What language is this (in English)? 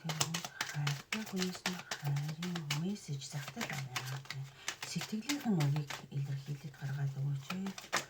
Mongolian